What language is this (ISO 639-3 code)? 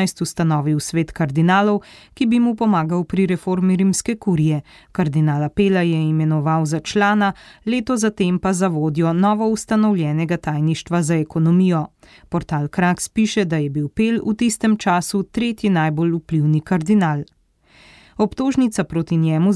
slv